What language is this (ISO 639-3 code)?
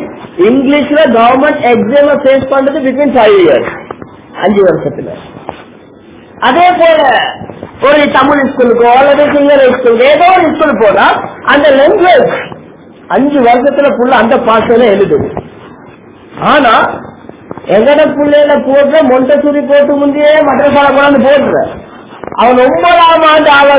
tam